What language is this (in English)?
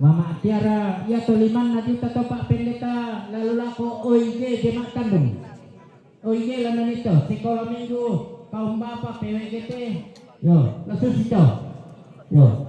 Toraja-Sa'dan